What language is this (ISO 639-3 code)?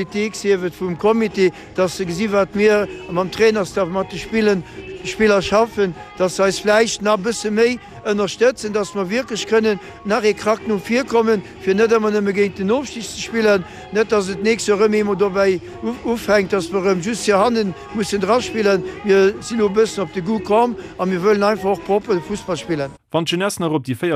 ltz